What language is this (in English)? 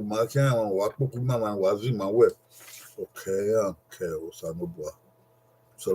Bini